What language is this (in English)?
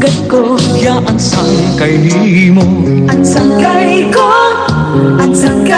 Waray